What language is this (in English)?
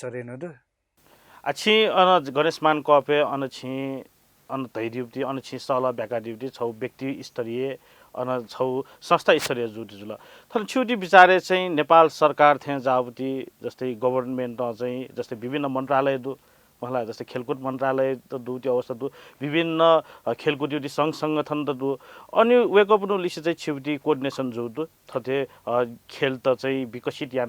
Newari